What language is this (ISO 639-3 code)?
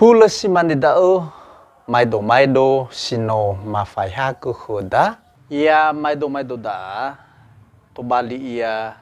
nia